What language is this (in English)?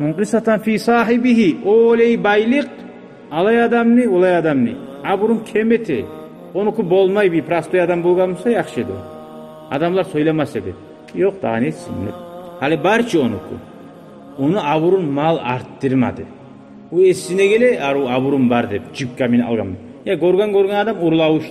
Kumyk